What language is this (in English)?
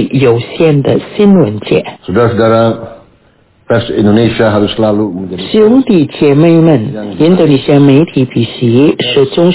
Indonesian